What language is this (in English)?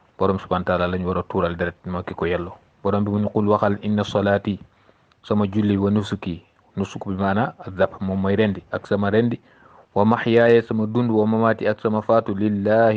Wolof